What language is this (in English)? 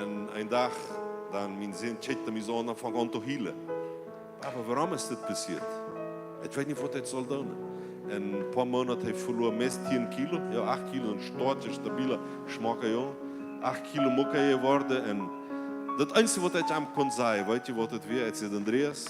Plautdietsch